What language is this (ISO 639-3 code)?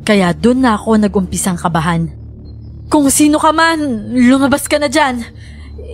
fil